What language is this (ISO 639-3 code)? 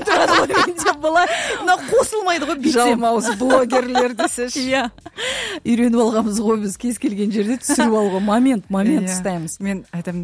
kaz